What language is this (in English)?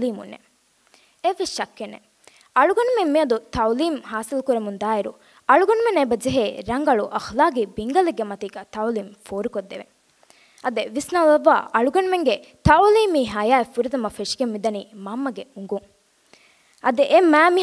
Divehi